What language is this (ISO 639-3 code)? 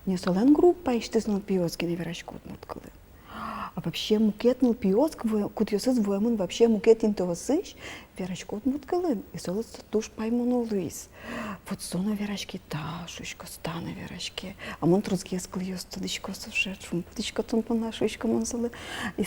udm